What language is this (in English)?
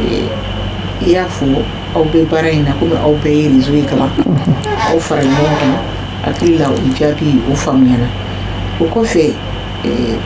Bambara